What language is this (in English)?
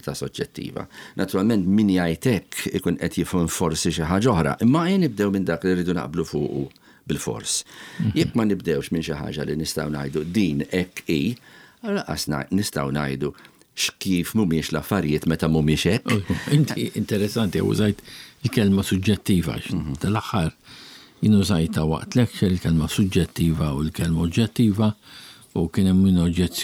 Maltese